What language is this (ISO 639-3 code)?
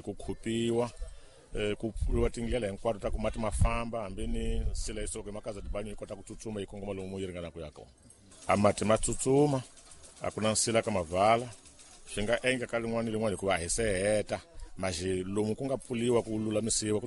tso